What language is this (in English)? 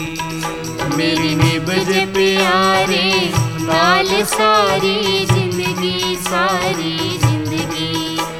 Punjabi